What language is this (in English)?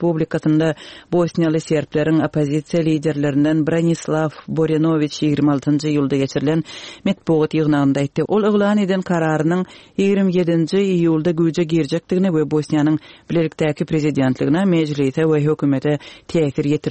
Turkmen